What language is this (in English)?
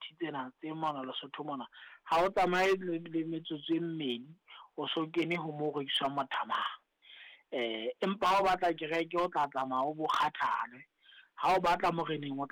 Southern Sotho